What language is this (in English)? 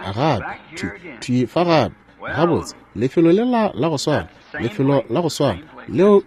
Northern Sotho